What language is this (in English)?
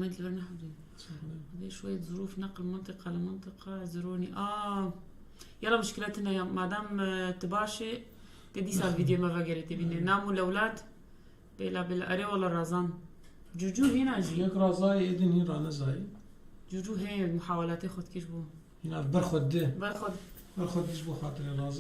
North Levantine Arabic